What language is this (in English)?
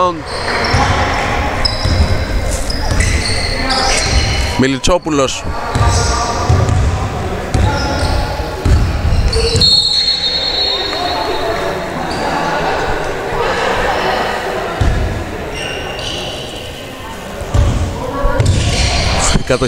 Greek